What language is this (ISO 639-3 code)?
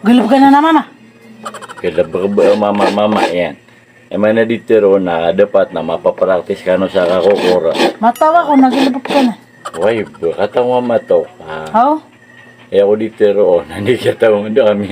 mrw